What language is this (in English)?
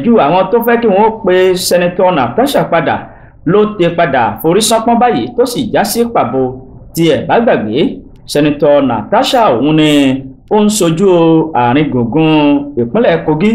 Yoruba